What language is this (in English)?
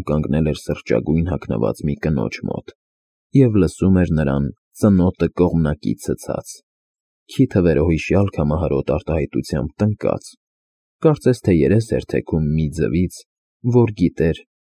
Armenian